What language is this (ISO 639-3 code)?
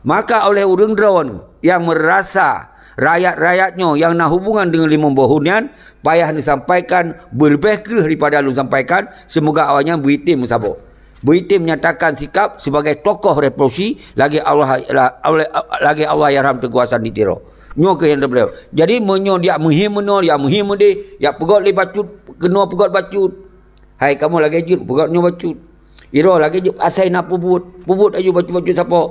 ace